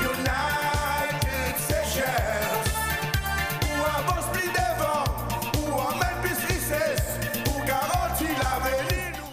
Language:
Seselwa Creole French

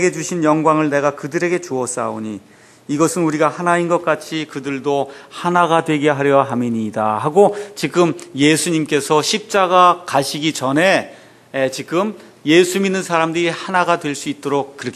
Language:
Korean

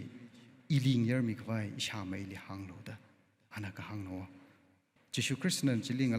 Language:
Tangkhul Naga (India)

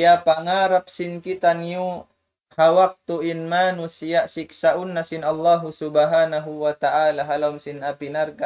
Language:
Tausug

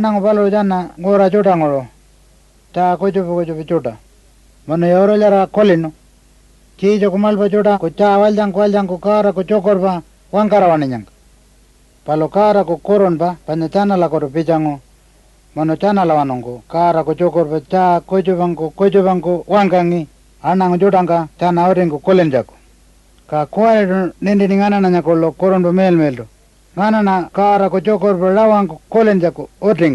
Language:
Pitjantjatjara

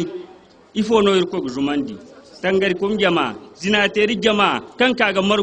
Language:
Zarma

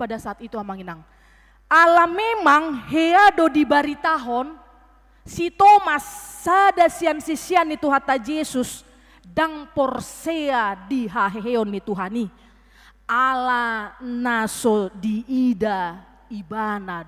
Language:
Batak Toba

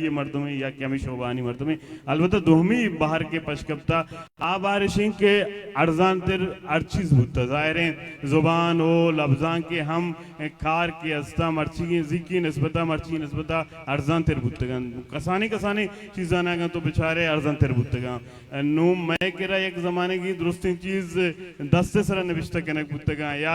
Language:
Baluchi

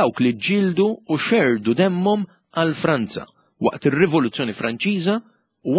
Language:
Maltese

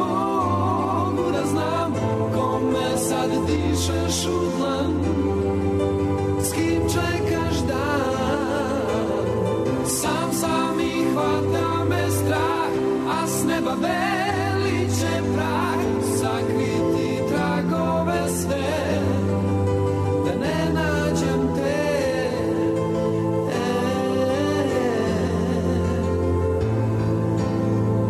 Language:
Serbian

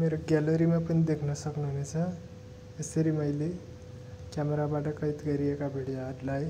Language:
Nepali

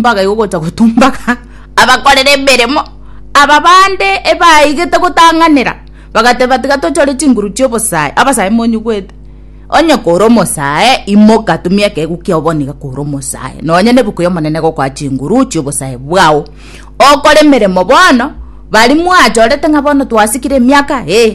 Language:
Gusii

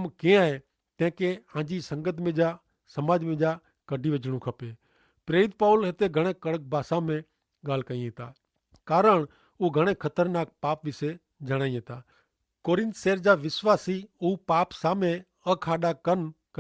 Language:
Kachhi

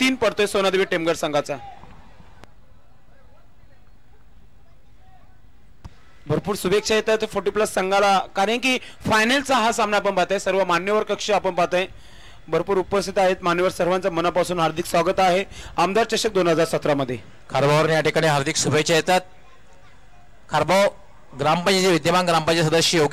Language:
Marathi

